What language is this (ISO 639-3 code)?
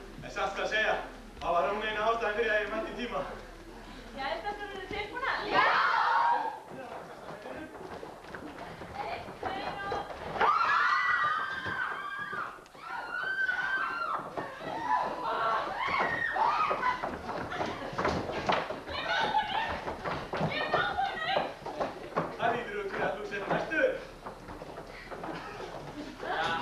isl